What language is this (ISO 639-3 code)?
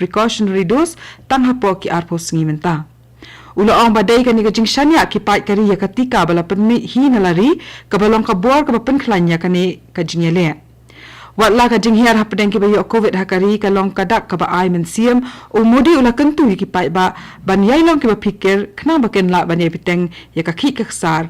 kha